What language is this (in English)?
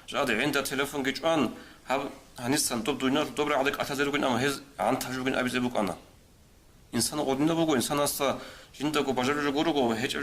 Avaric